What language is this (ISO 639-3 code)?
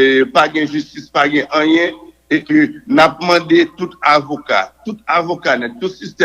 hat